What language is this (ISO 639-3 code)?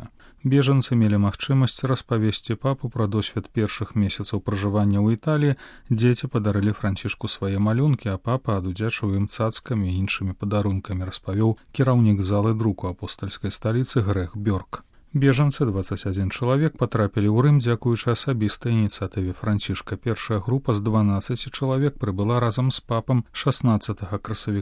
bel